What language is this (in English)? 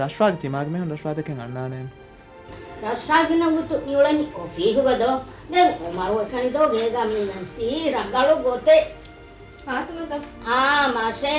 Divehi